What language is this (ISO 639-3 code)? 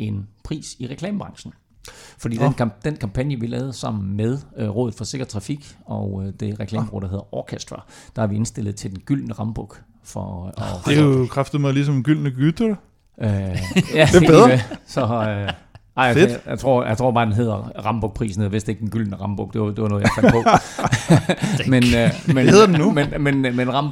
dan